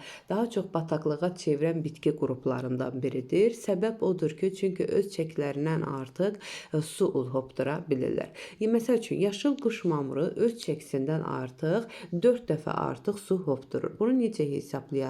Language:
Azerbaijani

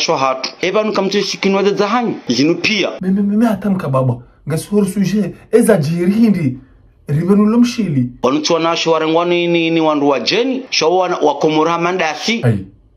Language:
Ngazidja Comorian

